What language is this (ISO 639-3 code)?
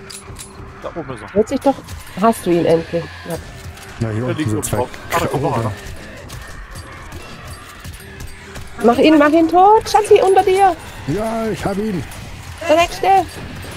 deu